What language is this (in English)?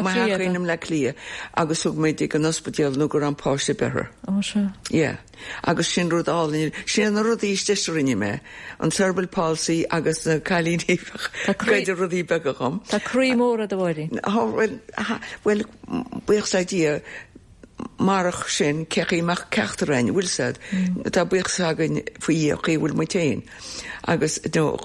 Irish